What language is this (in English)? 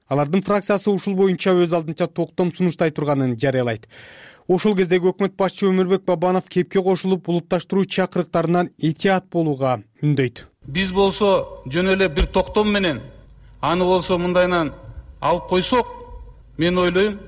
Kyrgyz